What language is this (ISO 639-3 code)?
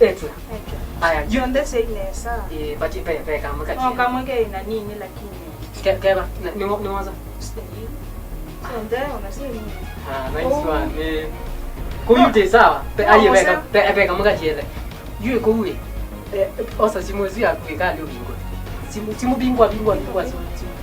kam